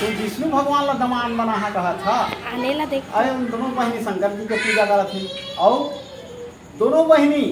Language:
Chhattisgarhi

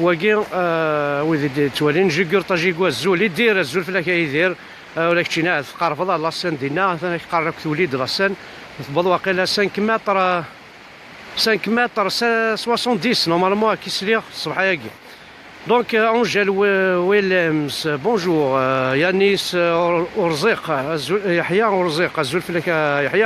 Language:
Kabyle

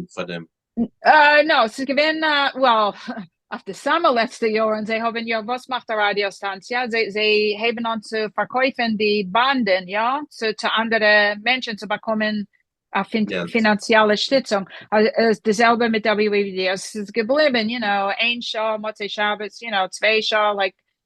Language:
Yiddish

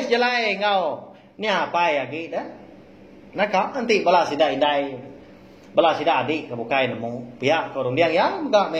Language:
Iban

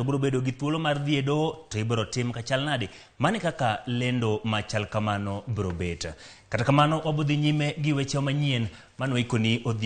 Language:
Luo (Kenya and Tanzania)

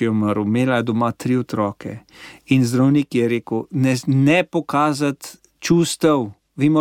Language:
Slovenian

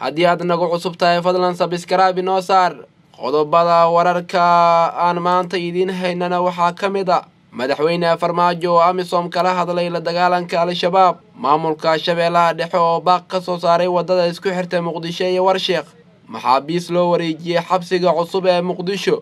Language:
Somali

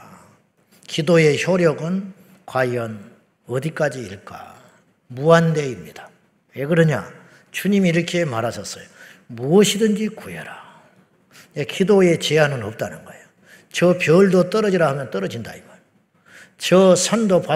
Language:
Korean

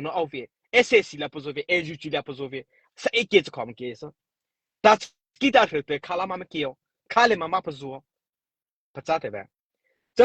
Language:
Mara Chin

